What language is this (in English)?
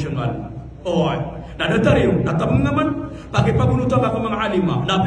Maranao